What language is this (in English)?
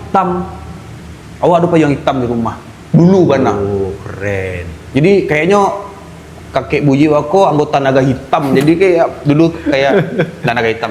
Minangkabau